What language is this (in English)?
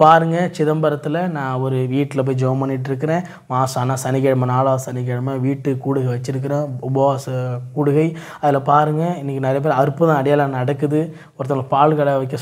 Tamil